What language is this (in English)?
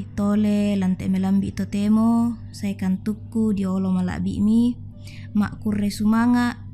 Toraja-Sa'dan